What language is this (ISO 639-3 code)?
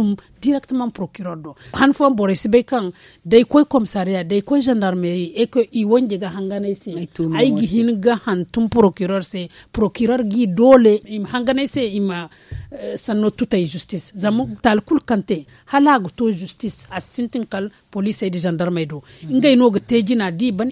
dje